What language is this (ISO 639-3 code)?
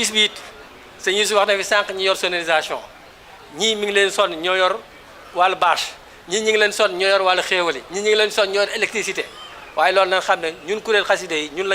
wol